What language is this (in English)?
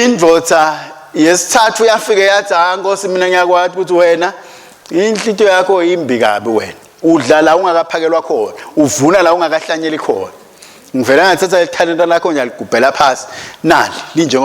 Swati